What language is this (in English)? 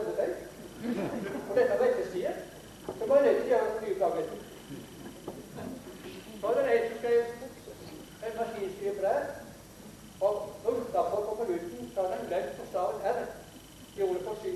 Norwegian